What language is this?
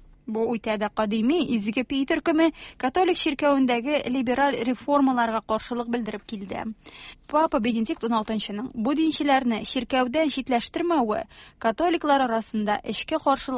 Tatar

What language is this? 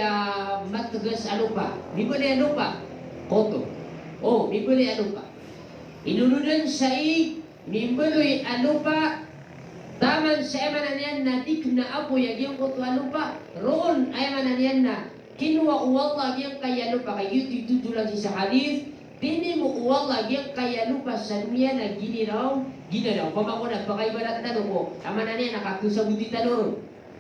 Maranao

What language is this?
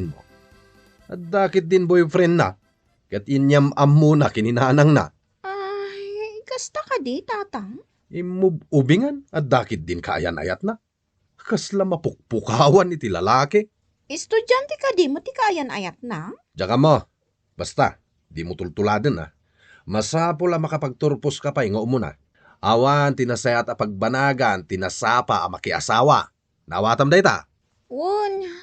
Iloko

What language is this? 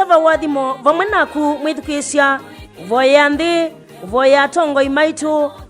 Kamba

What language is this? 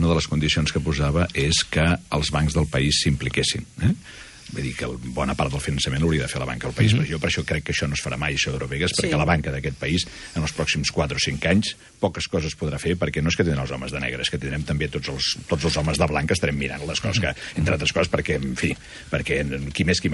Catalan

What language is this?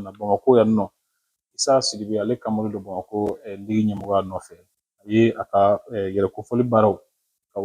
Bambara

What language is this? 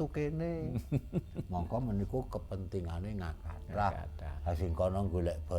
Javanese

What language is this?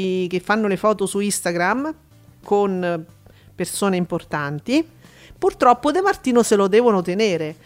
Italian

